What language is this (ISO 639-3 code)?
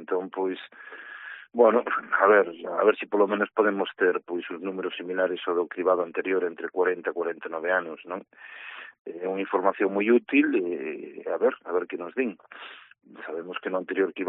glg